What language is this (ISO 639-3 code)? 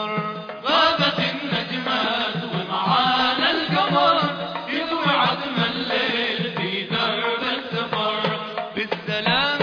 ara